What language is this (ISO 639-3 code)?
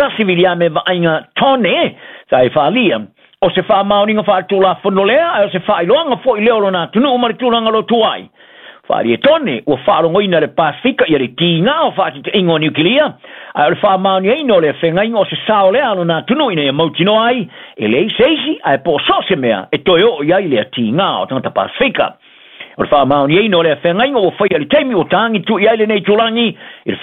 smo